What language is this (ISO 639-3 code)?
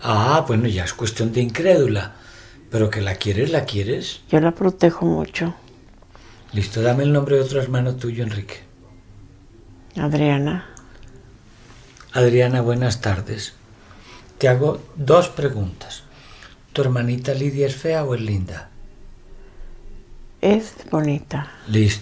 spa